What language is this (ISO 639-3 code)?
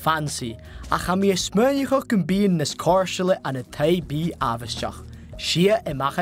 gla